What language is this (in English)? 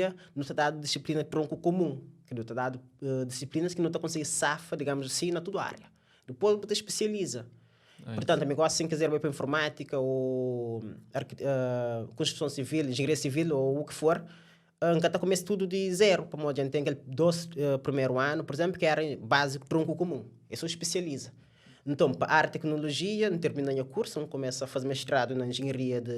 Kabuverdianu